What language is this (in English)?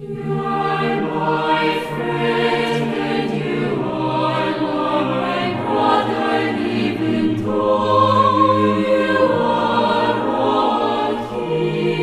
South Bolivian Quechua